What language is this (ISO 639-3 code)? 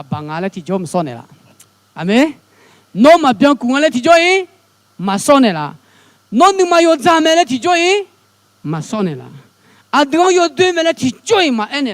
ahk